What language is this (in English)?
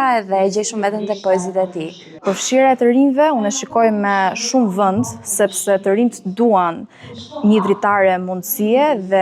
Albanian